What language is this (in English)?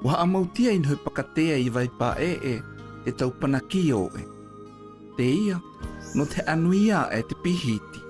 South Marquesan